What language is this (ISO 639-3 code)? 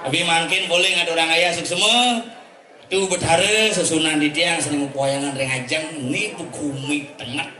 ban